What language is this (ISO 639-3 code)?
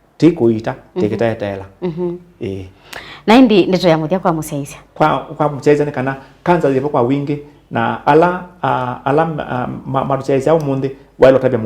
kam